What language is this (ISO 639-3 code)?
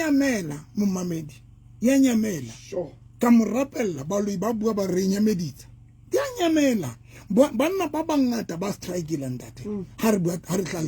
sot